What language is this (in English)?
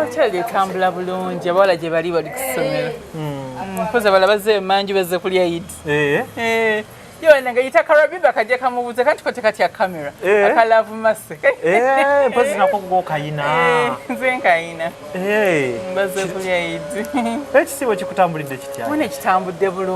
Ganda